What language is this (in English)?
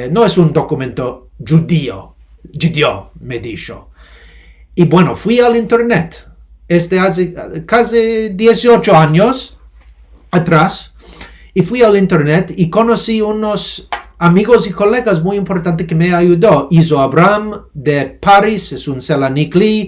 Ladino